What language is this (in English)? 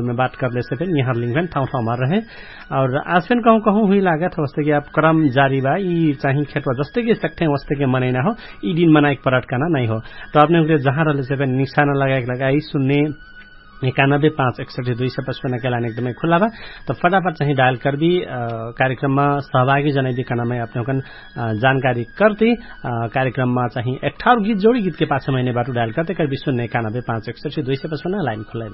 Dangaura Tharu